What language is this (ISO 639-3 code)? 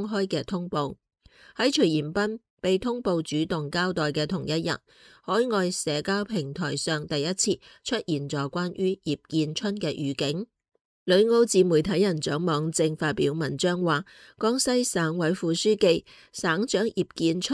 yue